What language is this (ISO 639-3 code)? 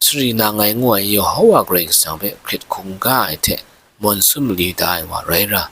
kac